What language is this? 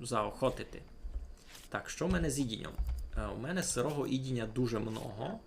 Rusyn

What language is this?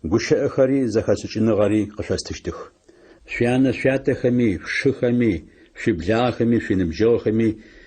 Adyghe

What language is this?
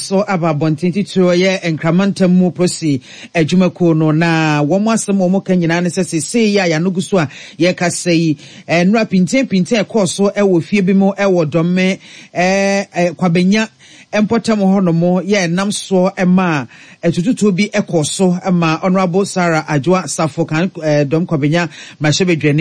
Akan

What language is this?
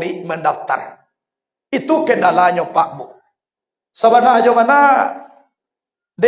Minangkabau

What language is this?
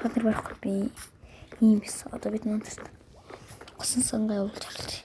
Mongolian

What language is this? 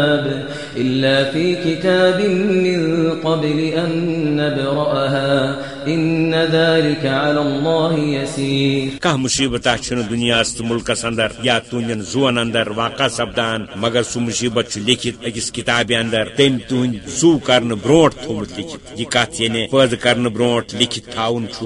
Kashmiri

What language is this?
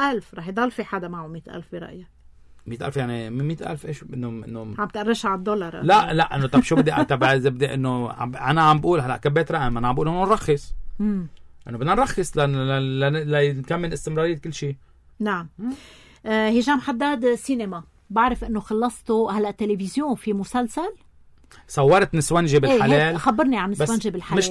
North Levantine Arabic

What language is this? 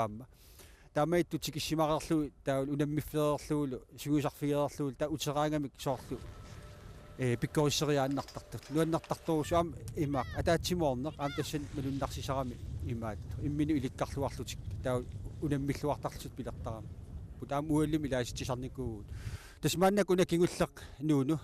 Kalaallisut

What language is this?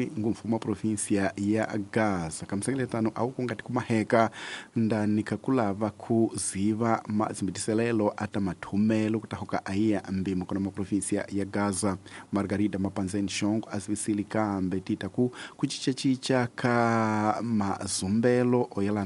Tsonga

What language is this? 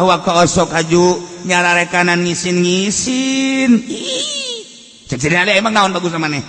Sundanese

